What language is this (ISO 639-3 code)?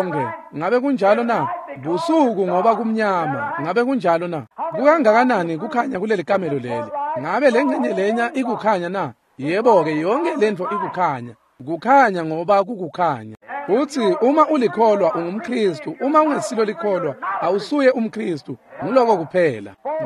ssw